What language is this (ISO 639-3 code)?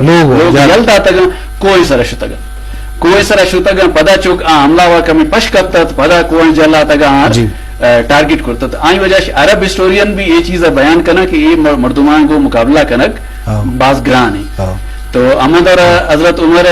bgp